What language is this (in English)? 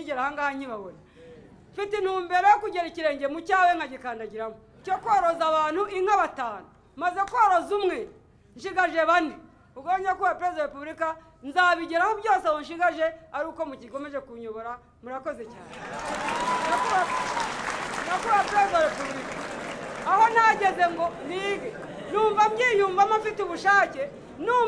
Kinyarwanda